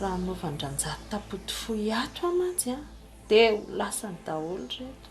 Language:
Malagasy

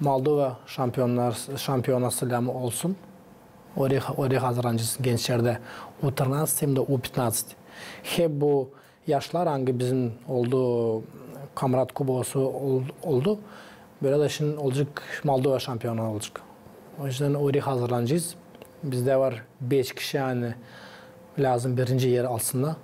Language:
Gagauz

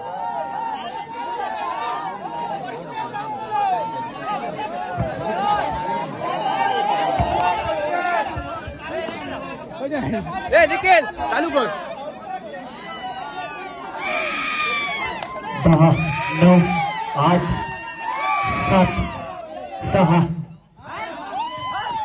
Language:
Marathi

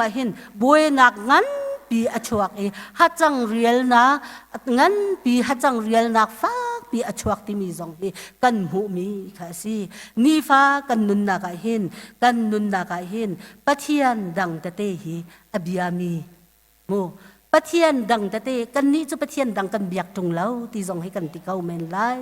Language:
Hakha Chin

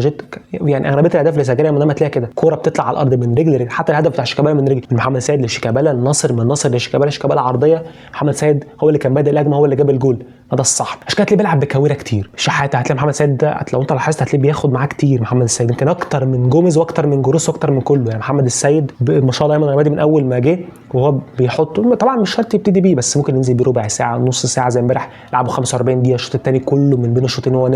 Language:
Egyptian Arabic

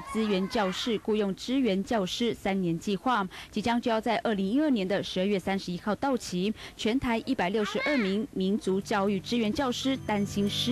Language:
Chinese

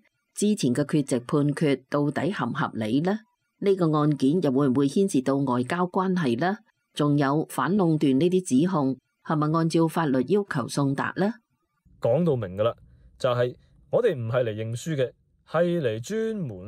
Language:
Cantonese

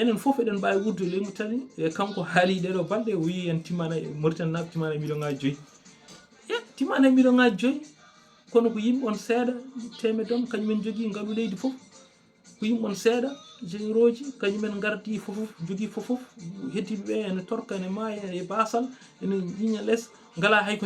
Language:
Fula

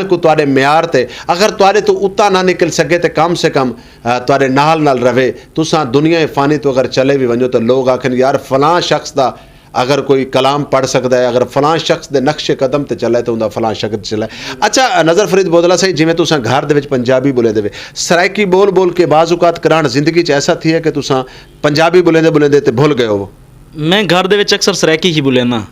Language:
Saraiki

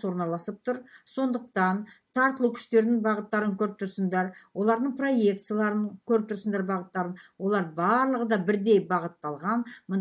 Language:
Kazakh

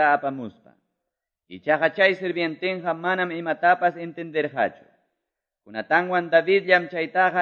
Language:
Quechua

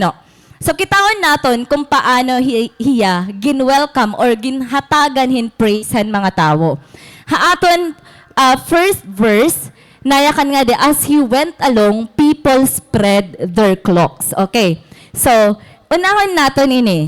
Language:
Waray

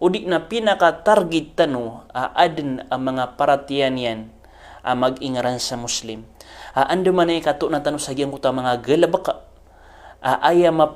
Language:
Maranao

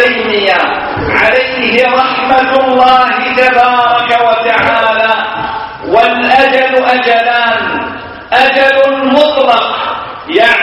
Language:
Arabic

